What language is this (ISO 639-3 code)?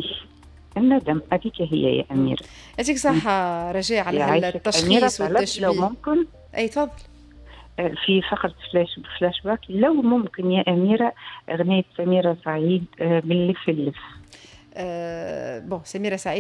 aeb